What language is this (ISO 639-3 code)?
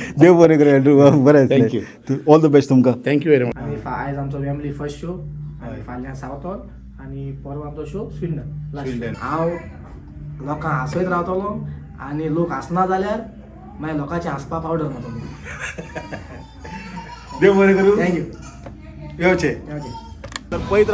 kok